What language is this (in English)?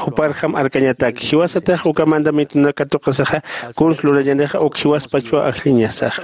Aymara